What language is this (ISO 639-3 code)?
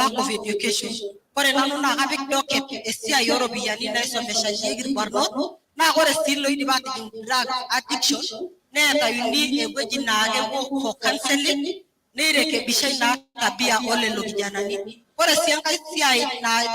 mas